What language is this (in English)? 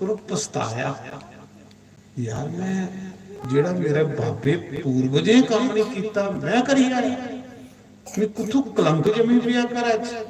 Dogri